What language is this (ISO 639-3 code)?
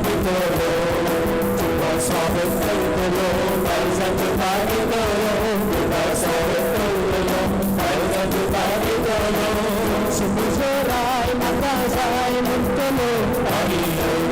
kok